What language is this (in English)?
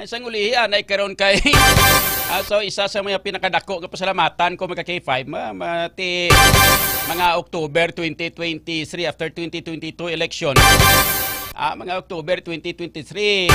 Hiligaynon